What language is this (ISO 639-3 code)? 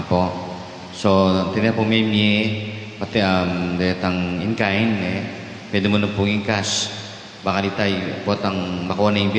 pam